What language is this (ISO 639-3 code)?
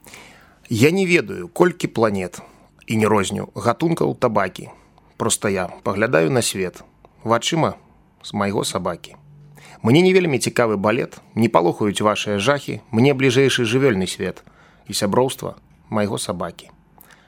bel